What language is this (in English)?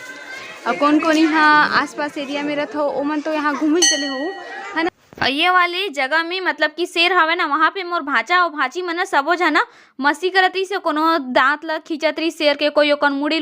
Chhattisgarhi